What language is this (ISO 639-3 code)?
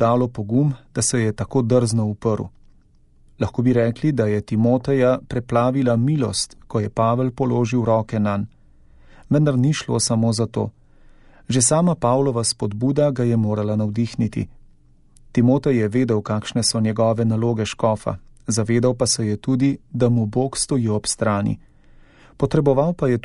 slv